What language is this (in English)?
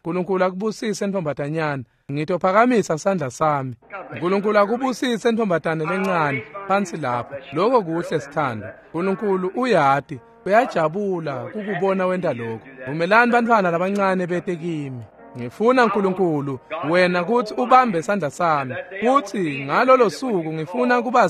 Swati